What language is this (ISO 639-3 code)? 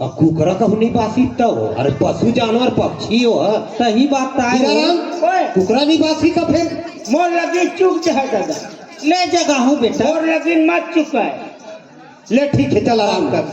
hne